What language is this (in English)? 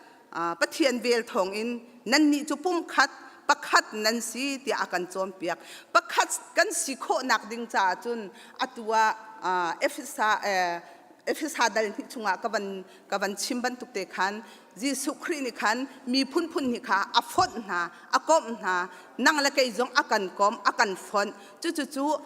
Hakha Chin